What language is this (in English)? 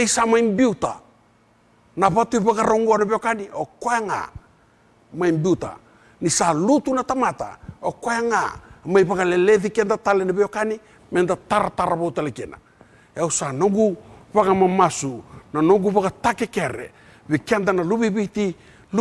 Fijian